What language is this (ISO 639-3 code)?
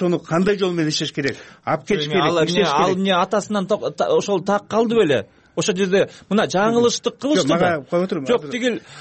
kir